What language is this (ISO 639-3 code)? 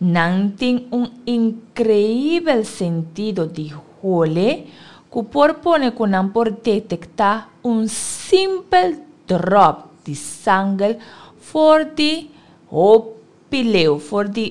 pap